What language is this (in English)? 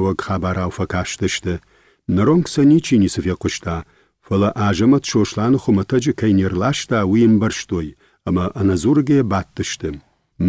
Ossetic